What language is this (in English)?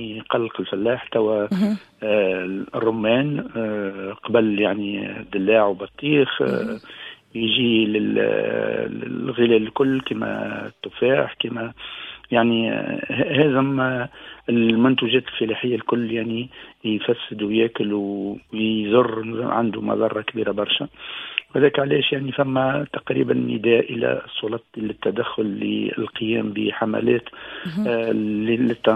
Tunisian Arabic